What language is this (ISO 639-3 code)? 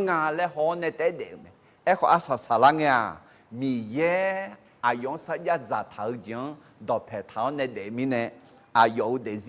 ahk